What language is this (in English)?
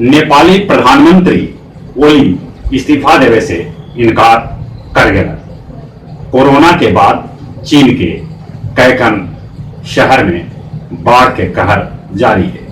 Magahi